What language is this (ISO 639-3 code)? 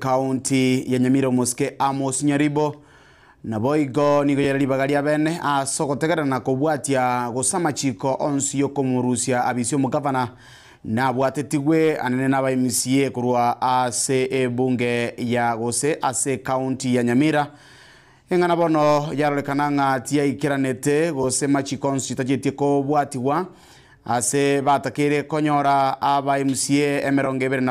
guz